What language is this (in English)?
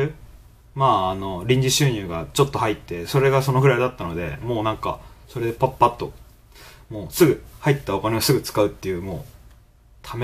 Japanese